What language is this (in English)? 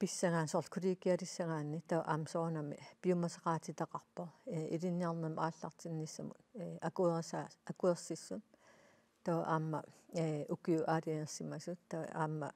Kalaallisut